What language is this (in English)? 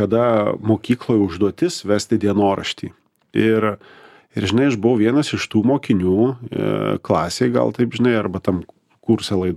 Lithuanian